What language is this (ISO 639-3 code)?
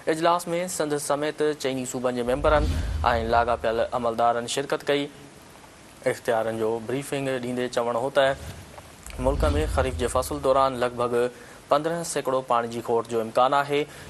snd